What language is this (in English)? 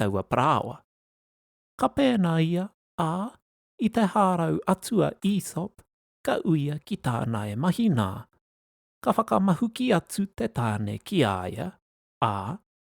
Māori